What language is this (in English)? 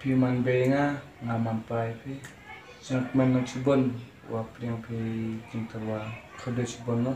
Khasi